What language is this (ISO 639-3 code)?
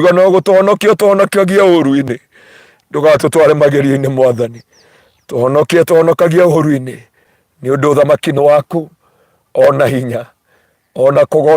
kik